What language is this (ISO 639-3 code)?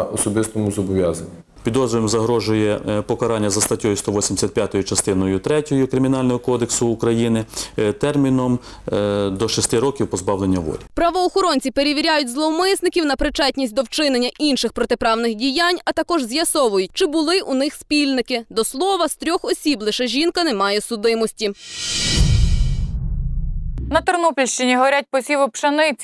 ukr